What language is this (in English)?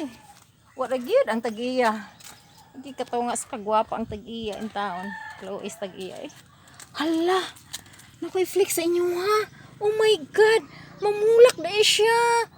Cebuano